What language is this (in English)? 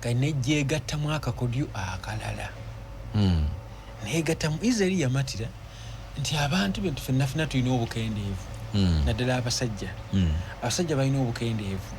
Ganda